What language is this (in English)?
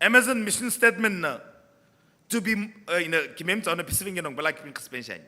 Sumi Naga